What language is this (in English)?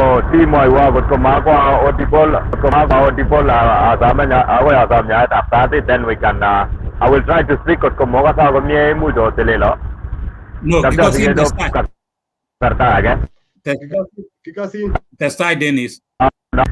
Kalenjin